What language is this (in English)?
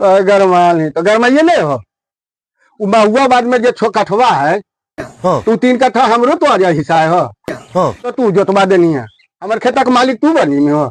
Magahi